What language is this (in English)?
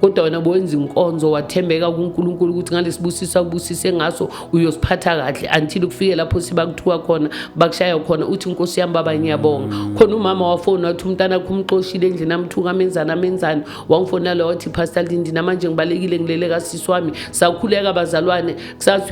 Zulu